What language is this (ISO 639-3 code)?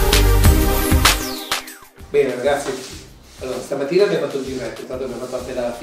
ita